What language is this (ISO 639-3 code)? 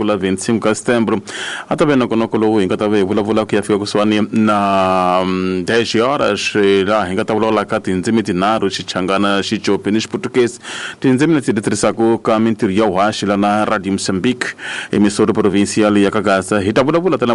tso